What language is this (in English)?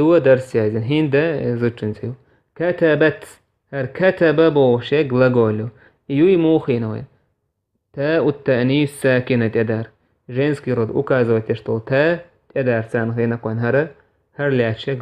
Chechen